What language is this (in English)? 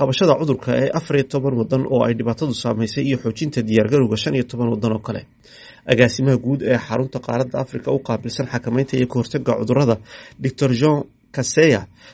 Somali